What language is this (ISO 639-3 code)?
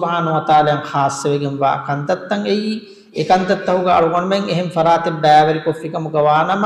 div